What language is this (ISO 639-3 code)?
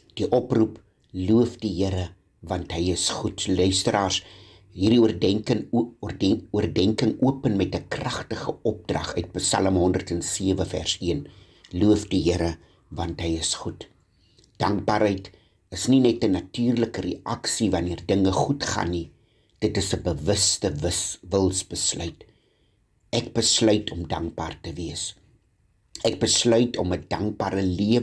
afr